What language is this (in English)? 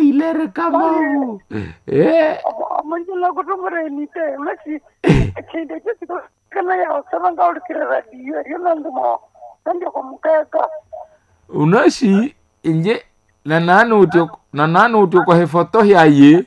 Nande